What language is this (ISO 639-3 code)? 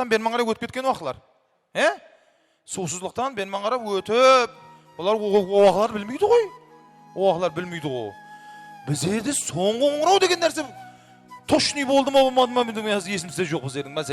kaa